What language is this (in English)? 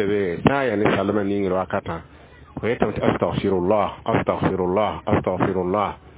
Mossi